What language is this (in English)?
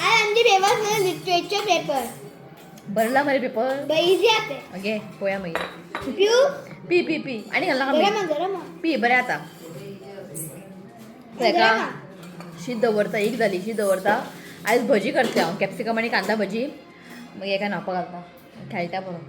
Konkani